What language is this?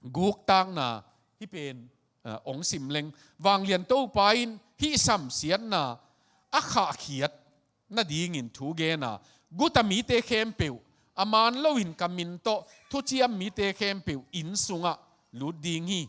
Tedim Chin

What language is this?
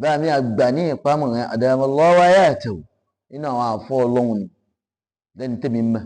Yoruba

